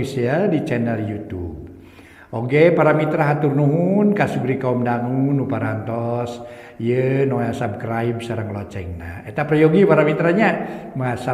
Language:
Sundanese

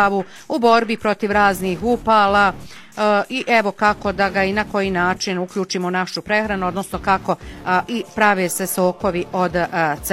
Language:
Croatian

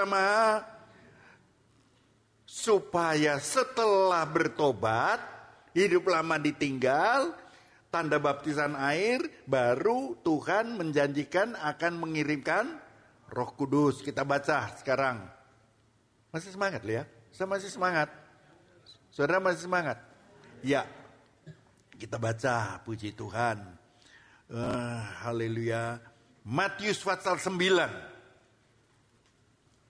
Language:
Indonesian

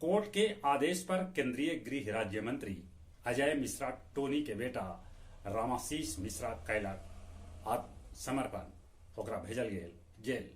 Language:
Magahi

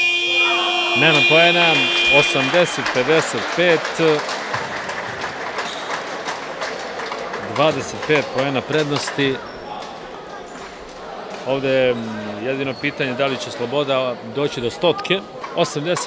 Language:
Serbian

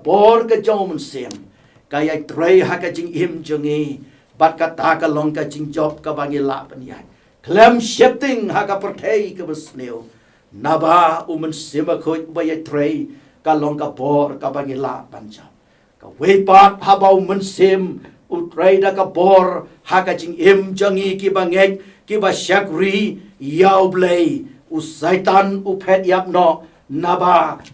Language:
Khasi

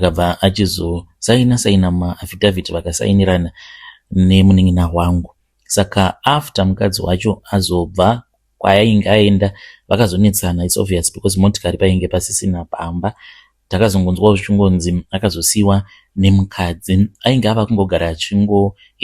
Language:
Shona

